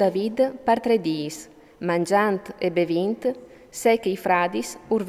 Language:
Friulian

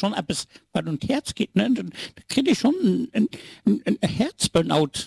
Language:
Luxembourgish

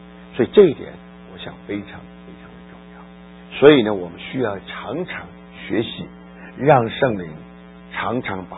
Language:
Chinese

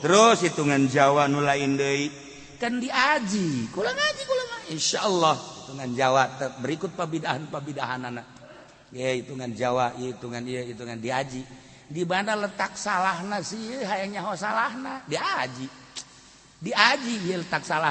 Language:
Sundanese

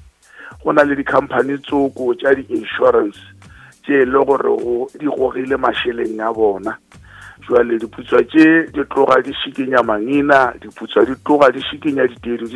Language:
Northern Sotho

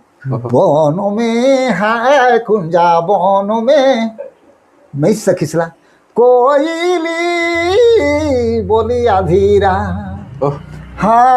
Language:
Sadri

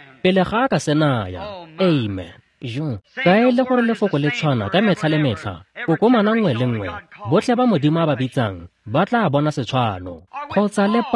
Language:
Tswana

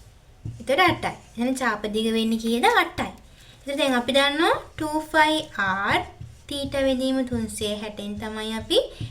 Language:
Sinhala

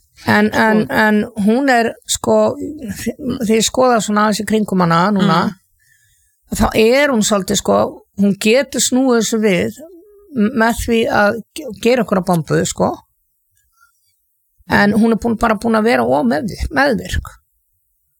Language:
Icelandic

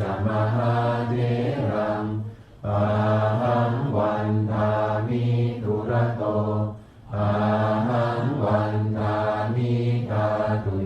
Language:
Pali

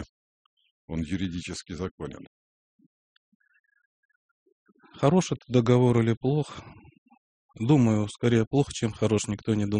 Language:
Russian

